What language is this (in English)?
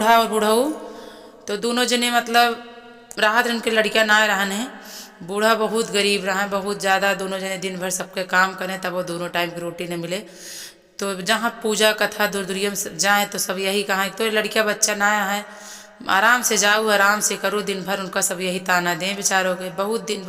Awadhi